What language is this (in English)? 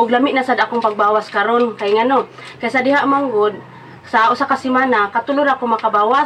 Cebuano